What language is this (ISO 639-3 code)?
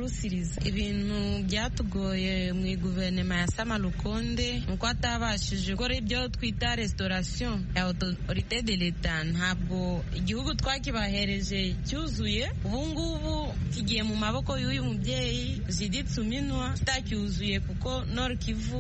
kin